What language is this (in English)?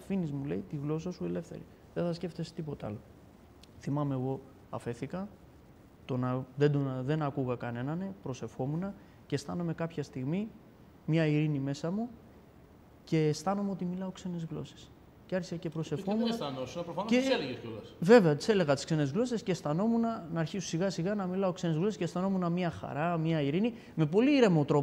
Greek